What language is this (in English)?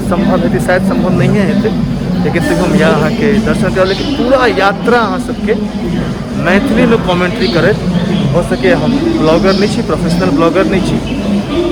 Maithili